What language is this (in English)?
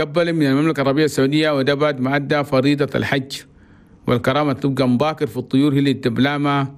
Chadian Arabic